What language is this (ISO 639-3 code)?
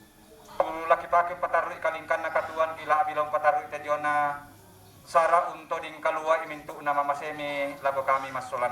sda